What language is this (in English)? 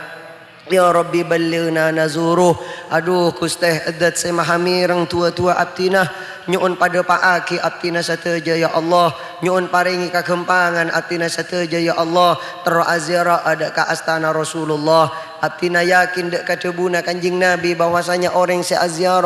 Madurese